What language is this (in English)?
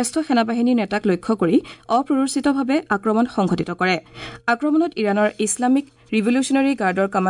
Assamese